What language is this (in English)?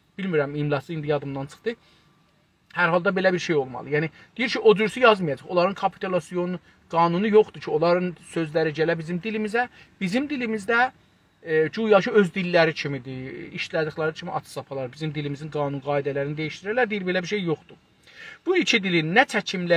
South Azerbaijani